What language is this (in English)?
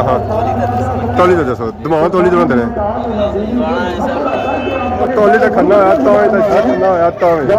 Pahari-Potwari